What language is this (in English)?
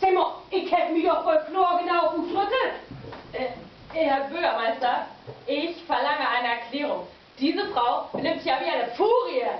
Low German